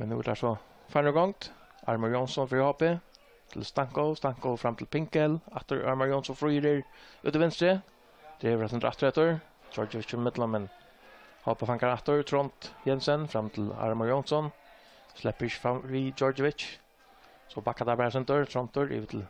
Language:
Faroese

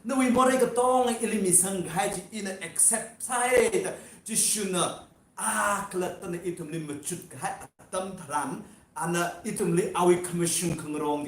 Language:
Tangkhul Naga (India)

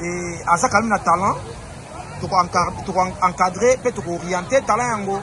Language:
Lingala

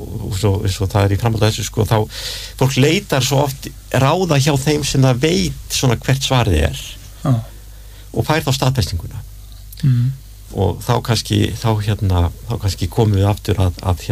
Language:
Icelandic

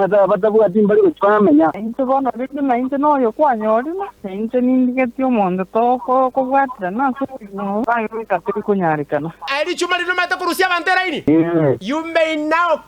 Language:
Gusii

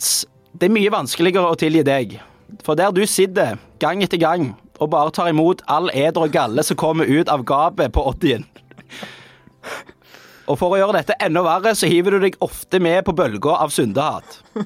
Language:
Norwegian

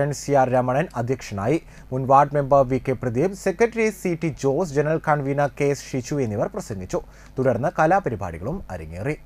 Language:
Malayalam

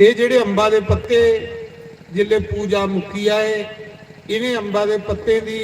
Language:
Dogri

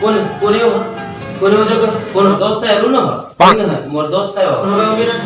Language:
Chhattisgarhi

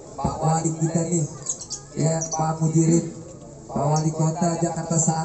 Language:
Betawi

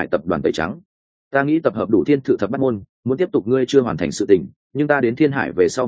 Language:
Vietnamese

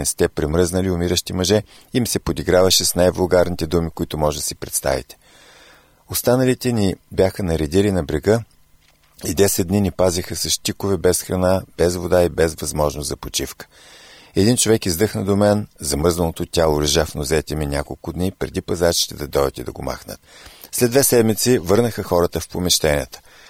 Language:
Bulgarian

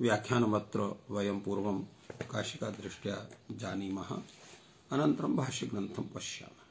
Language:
Sanskrit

